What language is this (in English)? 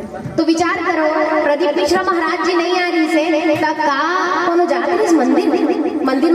Chhattisgarhi